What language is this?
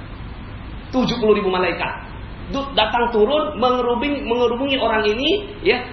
Indonesian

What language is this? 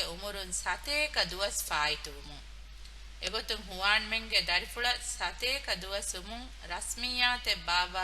Divehi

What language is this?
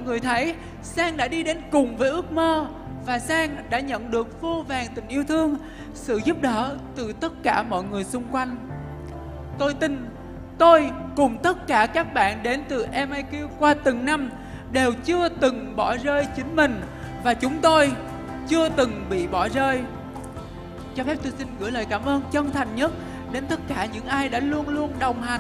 Vietnamese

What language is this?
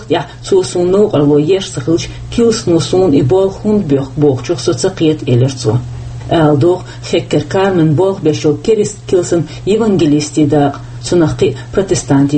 Chechen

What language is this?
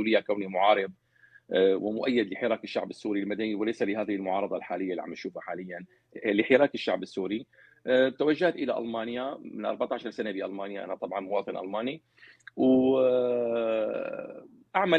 North Levantine Arabic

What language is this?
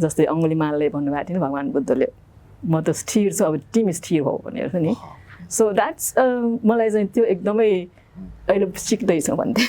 Nepali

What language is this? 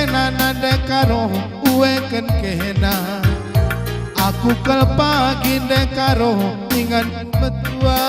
Batak Karo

